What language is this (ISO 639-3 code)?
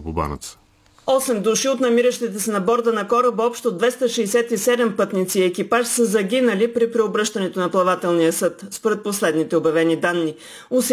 bul